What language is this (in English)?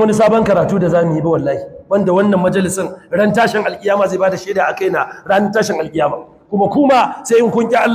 Hausa